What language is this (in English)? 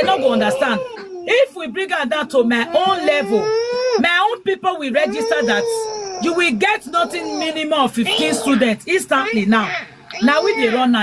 Nigerian Pidgin